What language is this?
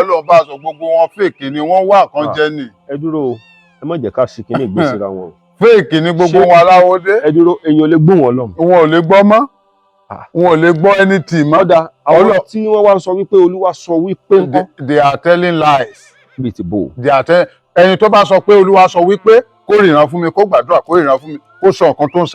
Yoruba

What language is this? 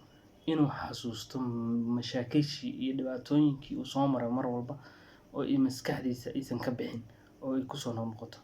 Somali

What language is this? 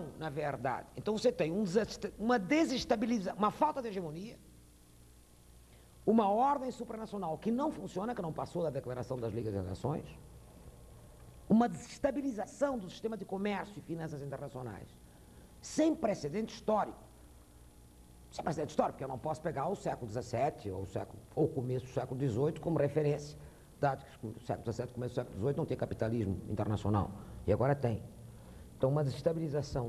Portuguese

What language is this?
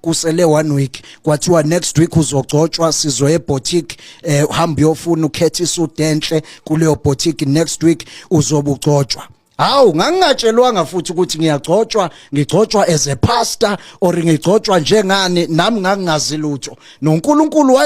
Zulu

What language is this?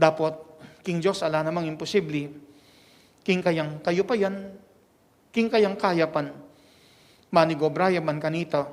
Pampanga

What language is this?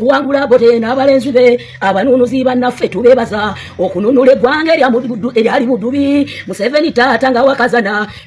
Ganda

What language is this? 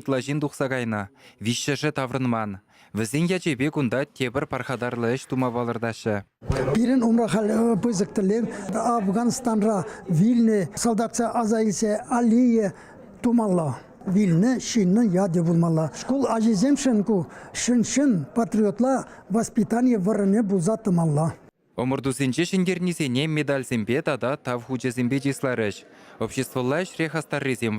Chuvash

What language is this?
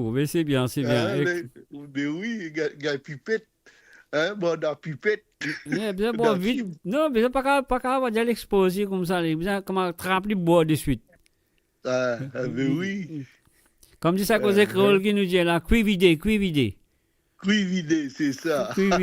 Morisyen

